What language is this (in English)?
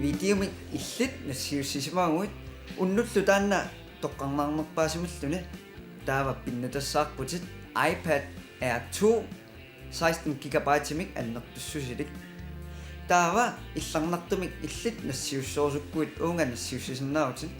Kalaallisut